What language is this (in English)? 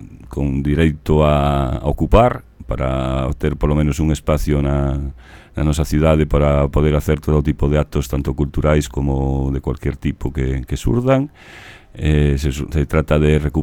Galician